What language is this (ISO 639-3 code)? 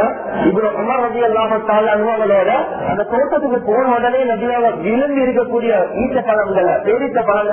tam